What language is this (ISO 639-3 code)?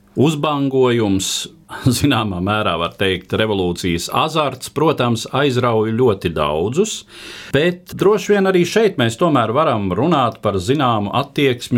lav